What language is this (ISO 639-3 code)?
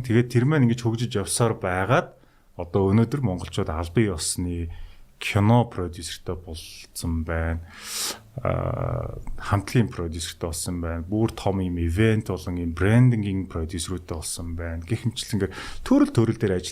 mon